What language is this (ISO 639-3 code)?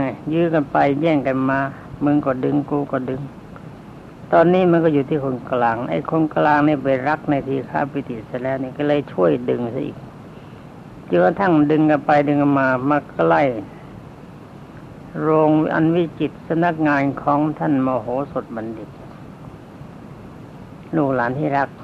tha